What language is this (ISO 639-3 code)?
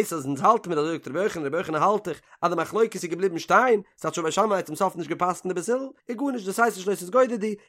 yid